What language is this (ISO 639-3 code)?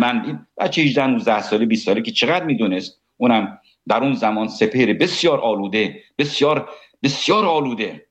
fas